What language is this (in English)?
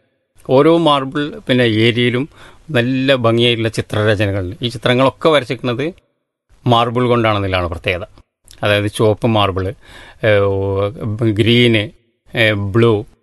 Malayalam